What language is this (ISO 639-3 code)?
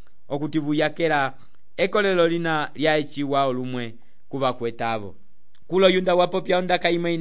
umb